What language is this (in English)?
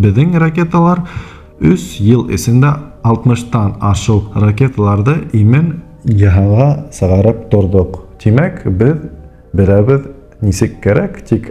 Bashkir